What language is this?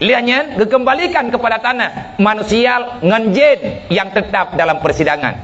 Achinese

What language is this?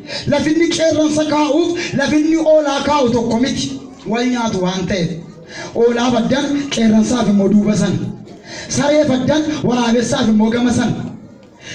Oromo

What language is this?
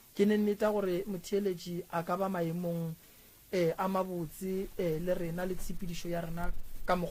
Northern Sotho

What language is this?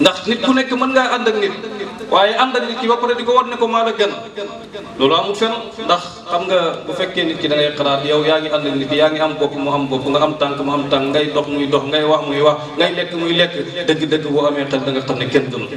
Wolof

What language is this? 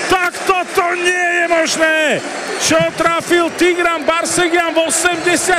Slovak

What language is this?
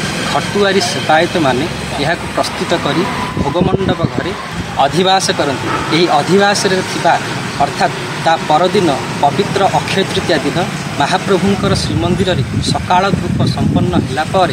Odia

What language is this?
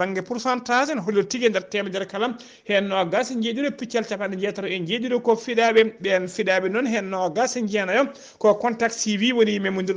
Fula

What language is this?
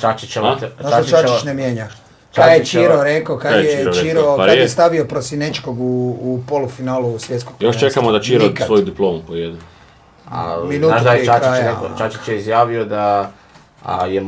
Croatian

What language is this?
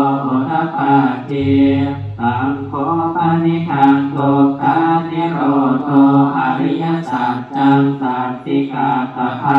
Pali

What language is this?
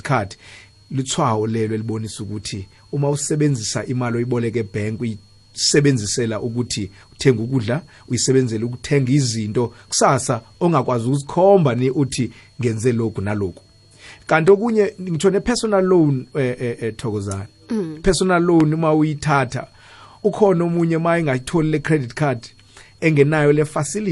South Ndebele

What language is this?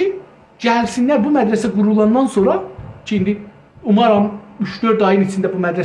South Azerbaijani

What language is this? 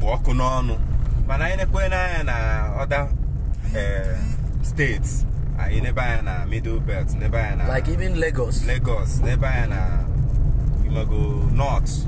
Igbo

